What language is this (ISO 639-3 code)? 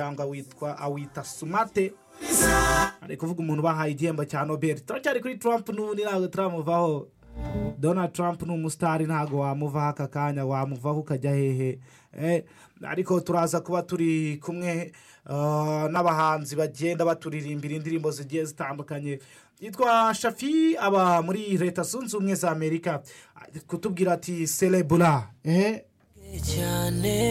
kin